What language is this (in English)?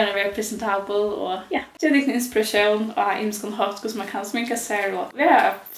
Faroese